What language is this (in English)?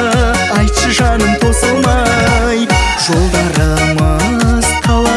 Kazakh